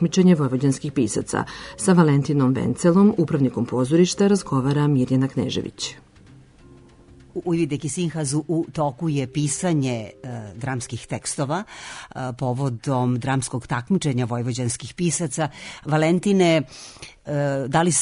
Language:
Serbian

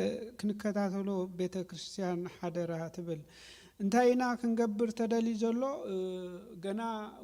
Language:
Tigrinya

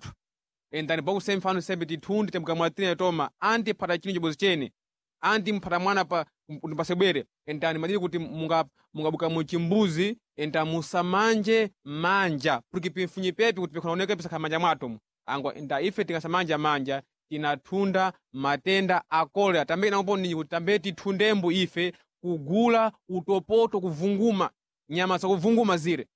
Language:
Sena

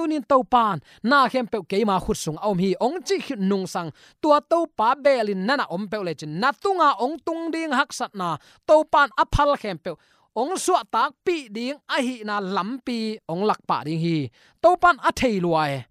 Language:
Tedim Chin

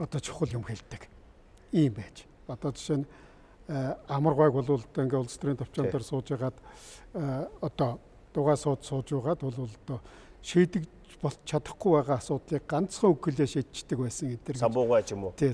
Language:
Mongolian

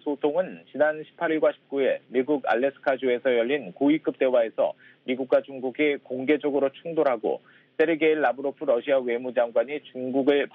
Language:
Korean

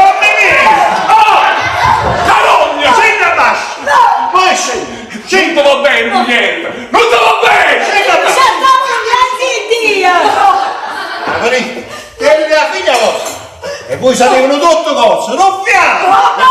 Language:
Neapolitan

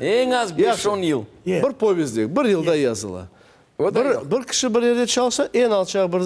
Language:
Crimean Tatar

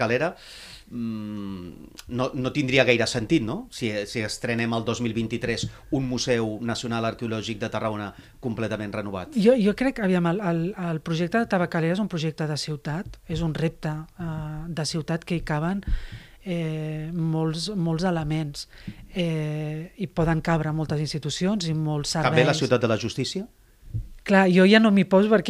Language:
Catalan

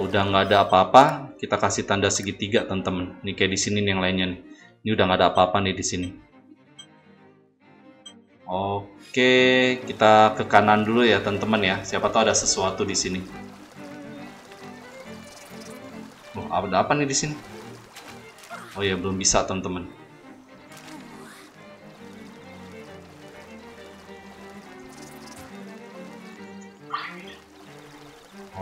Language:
Indonesian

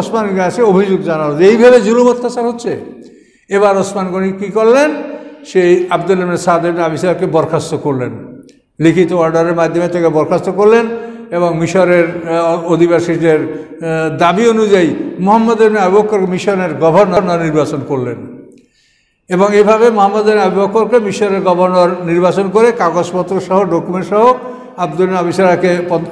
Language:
Bangla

